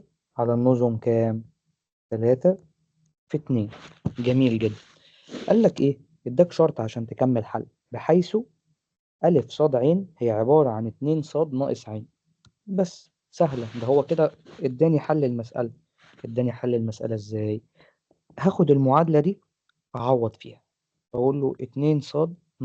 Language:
Egyptian Arabic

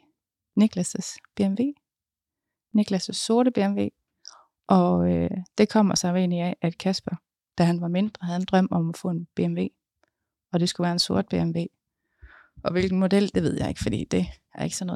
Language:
Danish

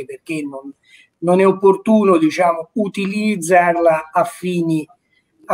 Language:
Italian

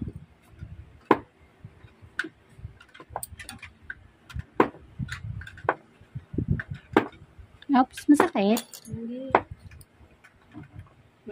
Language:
Filipino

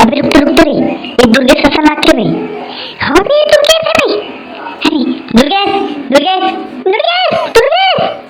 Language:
Chhattisgarhi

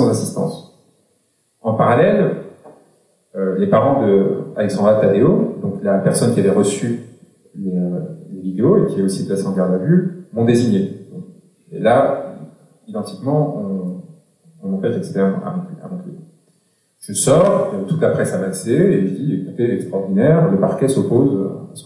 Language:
French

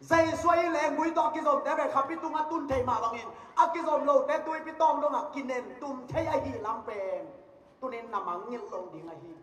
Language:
Tedim Chin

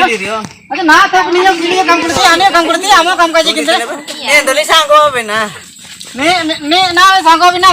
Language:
Ho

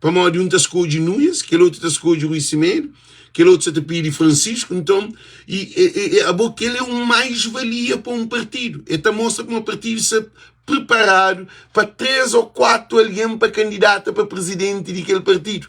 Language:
Kabuverdianu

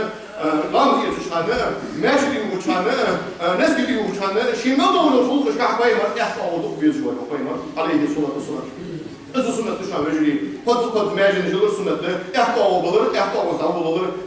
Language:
Ingush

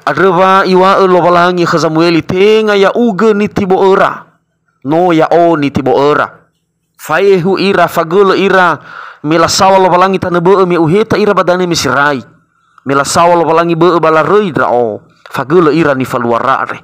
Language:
Nias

